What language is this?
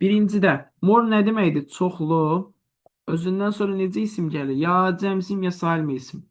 Azerbaijani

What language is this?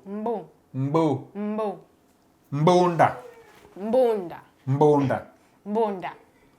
Luo (Kenya and Tanzania)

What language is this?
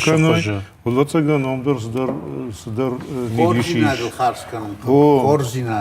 Ossetic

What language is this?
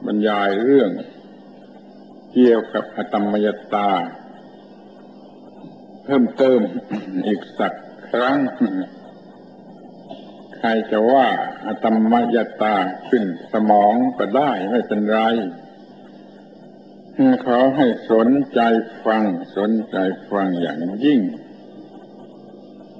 Thai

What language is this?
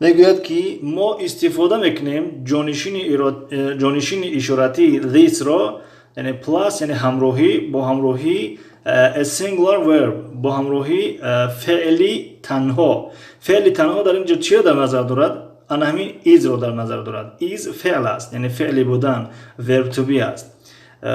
Tajik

